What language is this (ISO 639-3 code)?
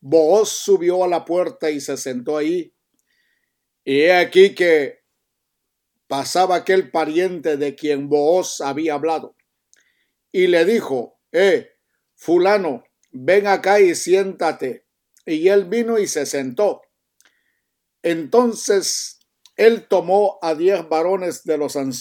spa